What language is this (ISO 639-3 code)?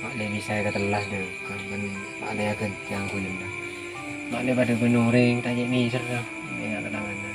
mad